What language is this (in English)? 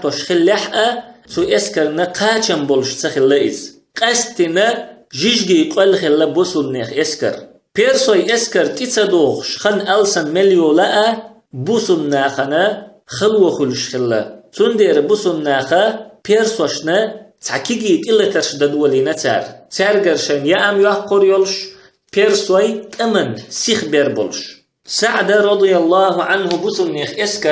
Chechen